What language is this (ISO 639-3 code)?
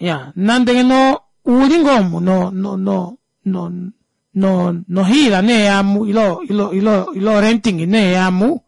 kua